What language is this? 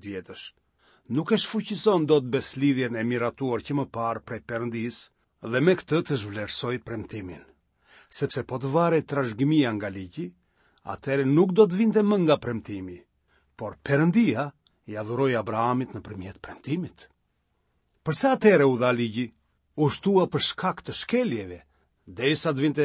Albanian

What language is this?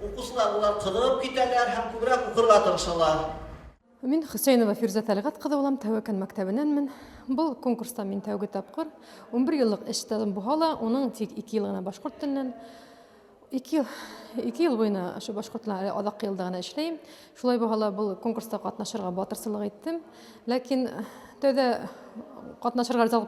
Bashkir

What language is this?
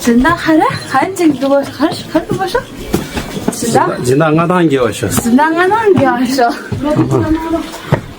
Tibetan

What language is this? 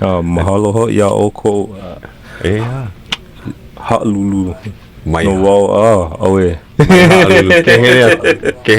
Hawaiian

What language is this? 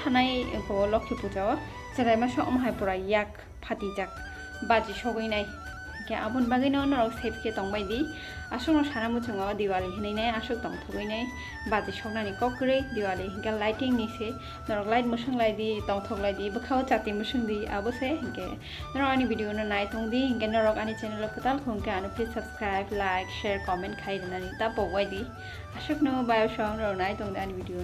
Kok Borok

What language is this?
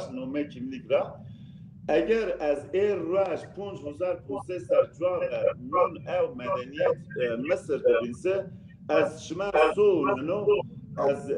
Zaza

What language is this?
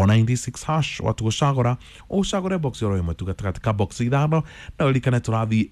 Kikuyu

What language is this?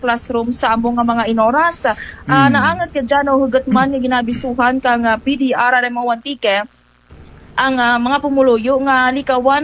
Kinaray-a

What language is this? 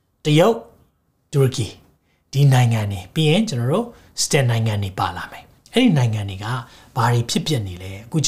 Burmese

